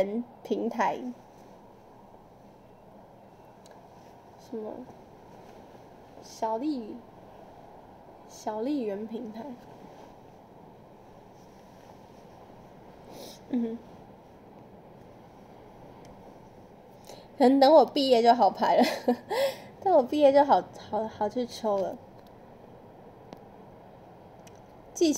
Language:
Chinese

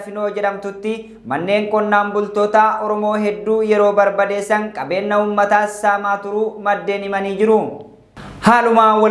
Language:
Oromo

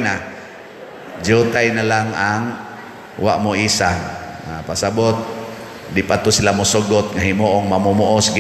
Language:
Cebuano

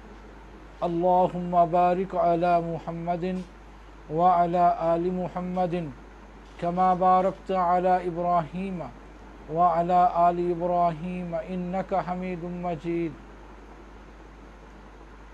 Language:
Urdu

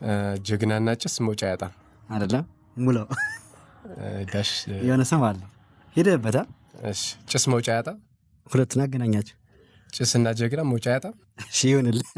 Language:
Amharic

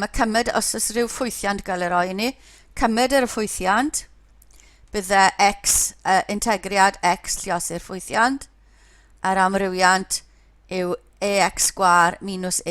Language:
Welsh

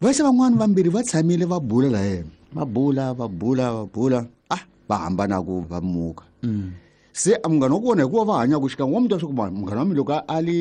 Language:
Tsonga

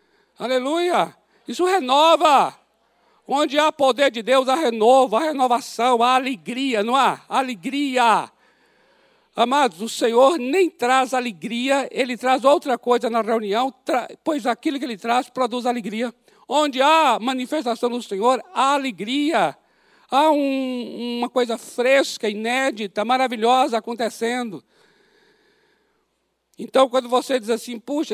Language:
Portuguese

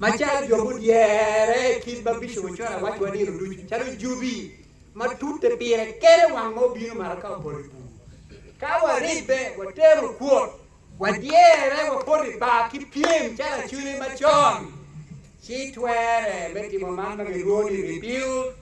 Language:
Acoli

